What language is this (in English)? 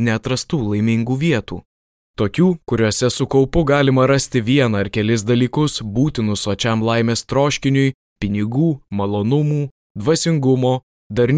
Lithuanian